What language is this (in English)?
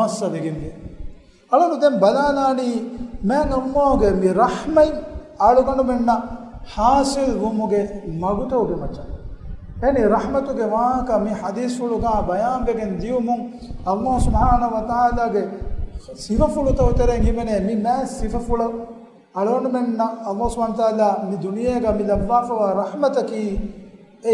Divehi